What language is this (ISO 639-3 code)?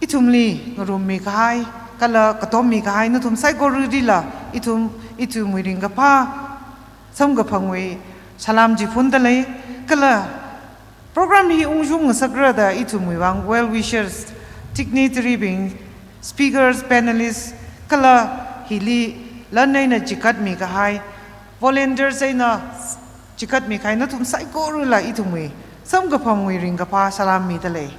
nmf